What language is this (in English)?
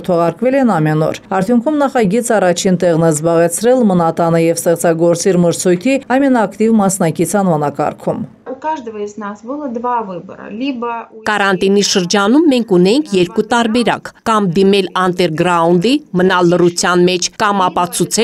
Armenian